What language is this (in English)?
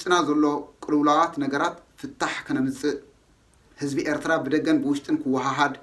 Tigrinya